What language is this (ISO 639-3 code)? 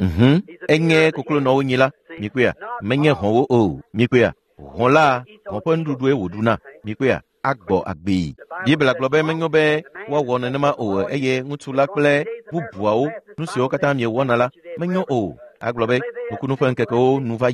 ewe